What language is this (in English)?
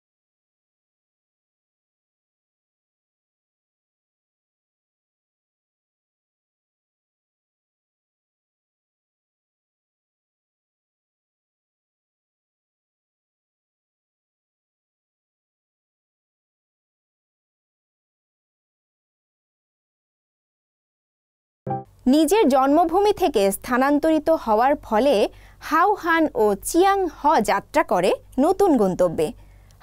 Bangla